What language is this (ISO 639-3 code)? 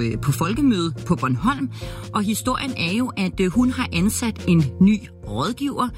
dan